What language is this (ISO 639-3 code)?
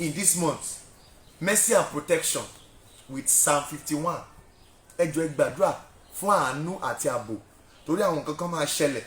yor